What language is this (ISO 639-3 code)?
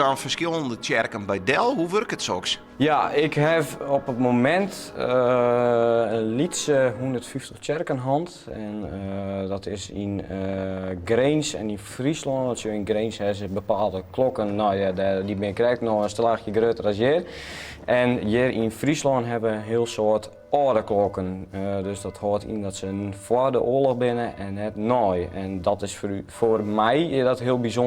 fry